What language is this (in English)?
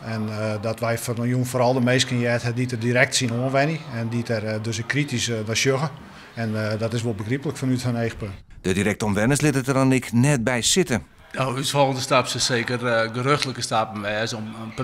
Western Frisian